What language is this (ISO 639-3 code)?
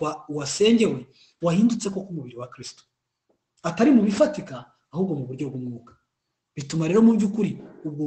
kin